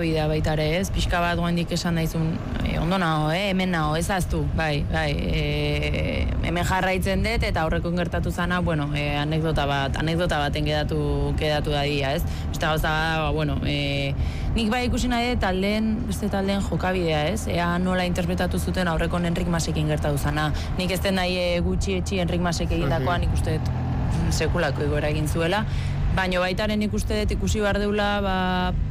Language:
Basque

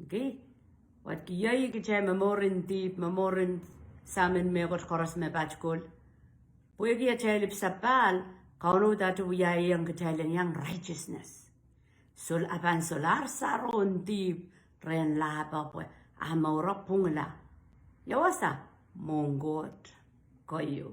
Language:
Pohnpeian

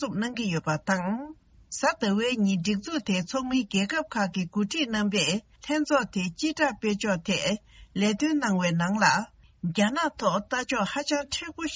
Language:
Tibetan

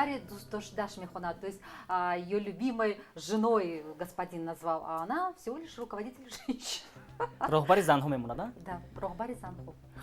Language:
Tajik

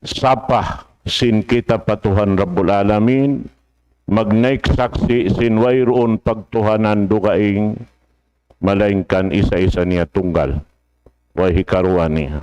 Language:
Tausug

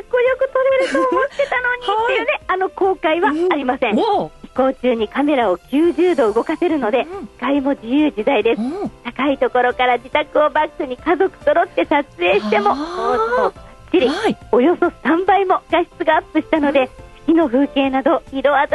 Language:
Japanese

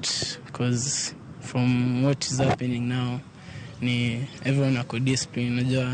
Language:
Luo (Kenya and Tanzania)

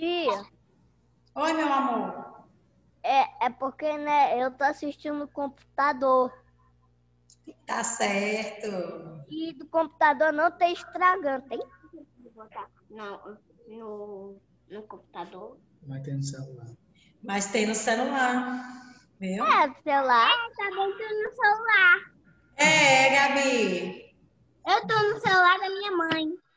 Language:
Portuguese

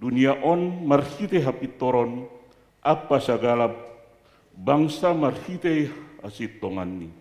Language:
Batak Simalungun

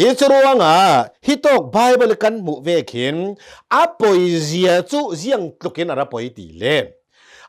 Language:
Hakha Chin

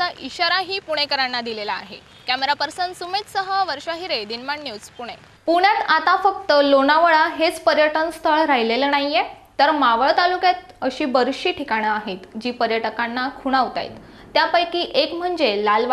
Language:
Marathi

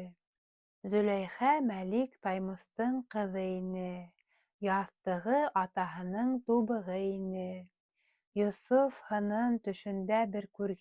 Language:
Bashkir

